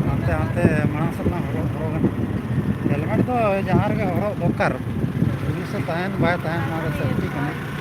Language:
Santali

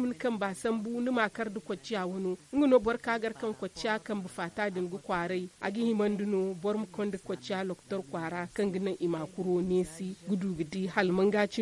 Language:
Zarma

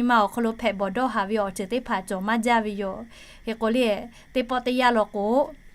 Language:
Lahu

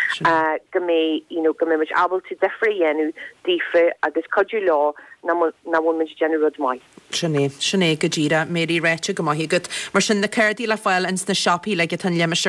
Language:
Irish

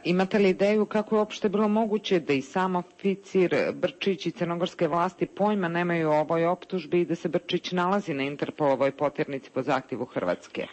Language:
Serbian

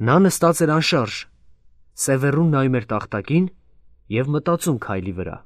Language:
Armenian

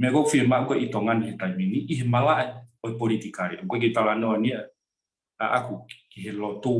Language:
Tongan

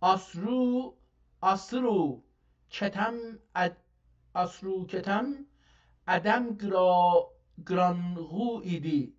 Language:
South Azerbaijani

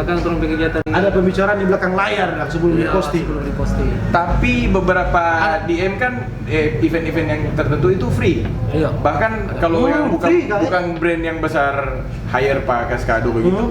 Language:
Manado Malay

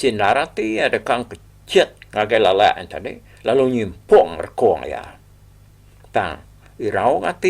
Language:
Iban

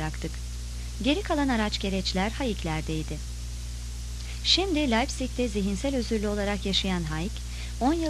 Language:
Turkish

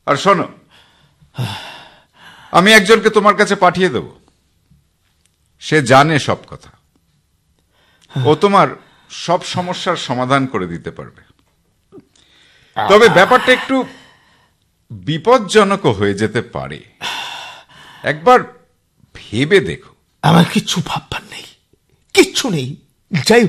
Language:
Bangla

